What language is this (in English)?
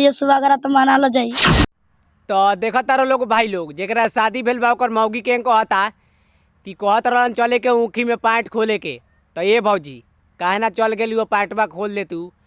Bhojpuri